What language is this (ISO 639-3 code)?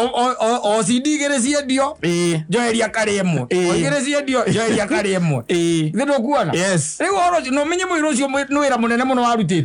kik